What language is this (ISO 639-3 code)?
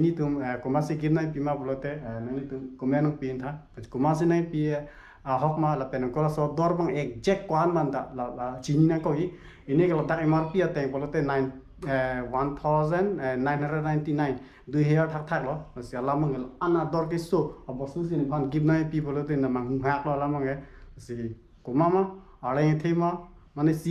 mjw